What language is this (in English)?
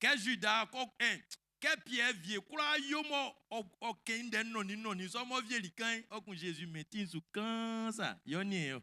Baoulé